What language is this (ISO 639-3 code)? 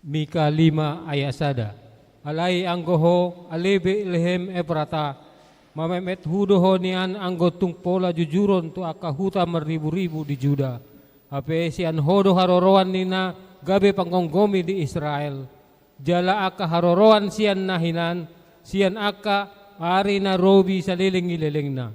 bbc